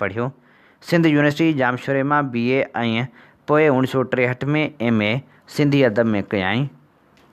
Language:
Sindhi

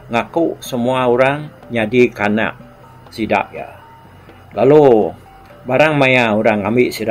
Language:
Iban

